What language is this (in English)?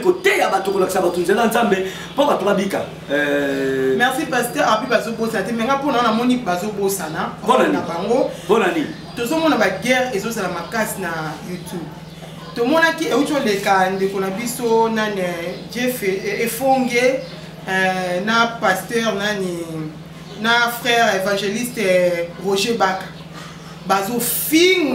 Lingala